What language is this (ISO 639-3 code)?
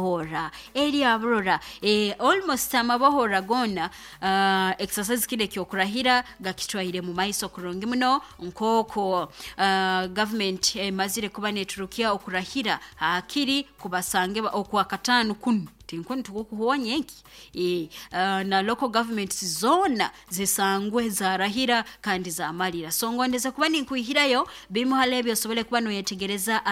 nyo